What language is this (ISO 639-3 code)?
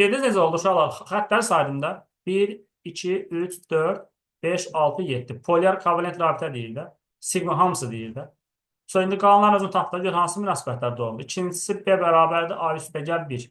aze